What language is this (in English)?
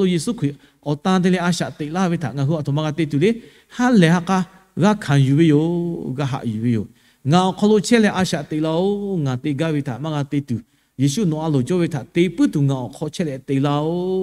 Lahu